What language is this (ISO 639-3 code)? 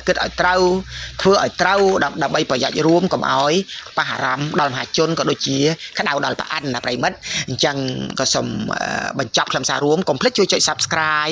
khm